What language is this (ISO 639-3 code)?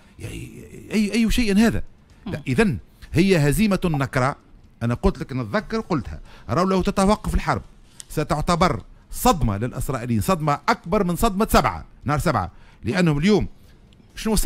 aeb